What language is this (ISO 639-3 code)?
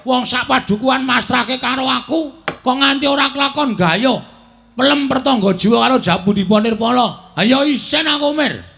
jav